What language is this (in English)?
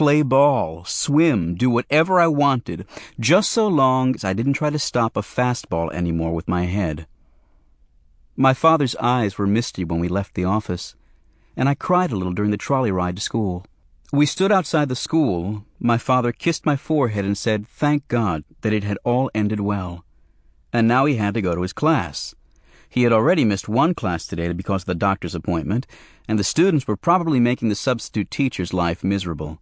English